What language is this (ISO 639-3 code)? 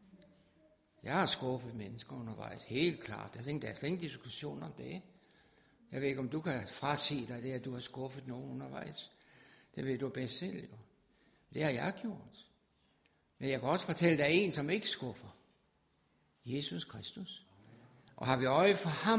dan